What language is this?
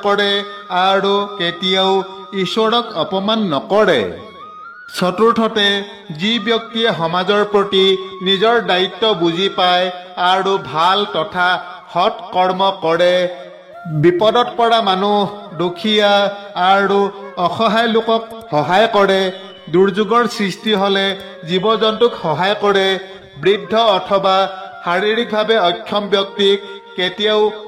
Assamese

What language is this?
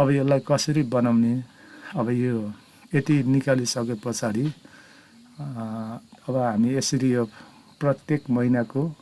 Nepali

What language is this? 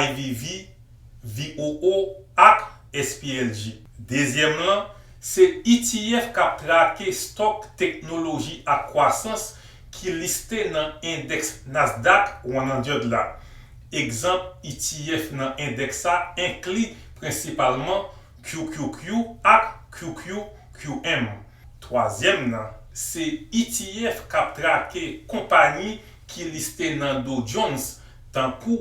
Haitian Creole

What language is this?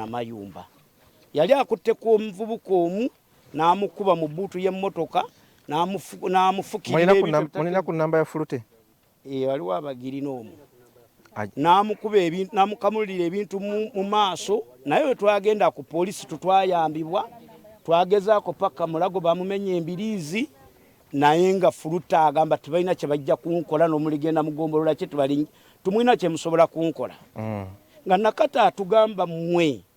Ganda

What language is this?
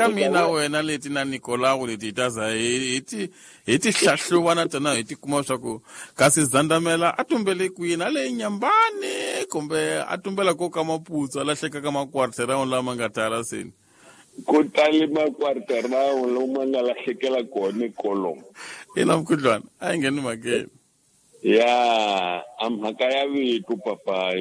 Tsonga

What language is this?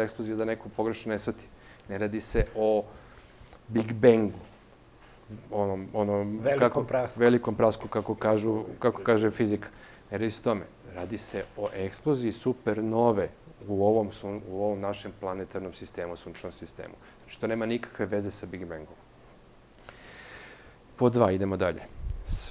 Serbian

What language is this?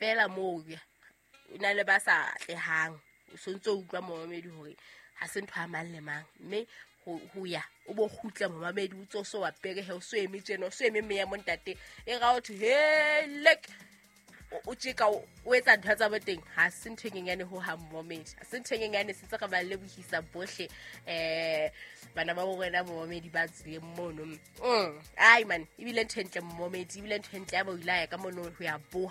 Southern Sotho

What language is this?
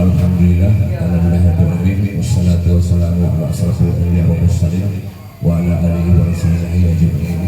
Minangkabau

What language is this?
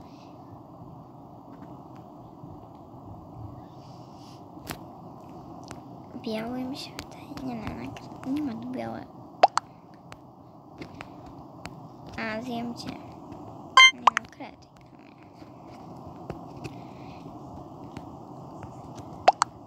Polish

